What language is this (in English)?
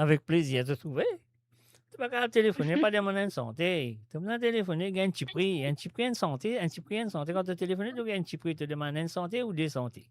Morisyen